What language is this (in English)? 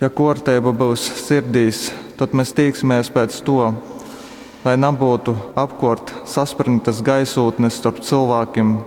Latgalian